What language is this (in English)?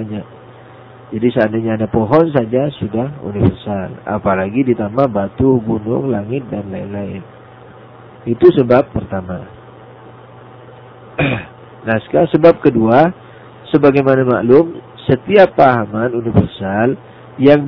Indonesian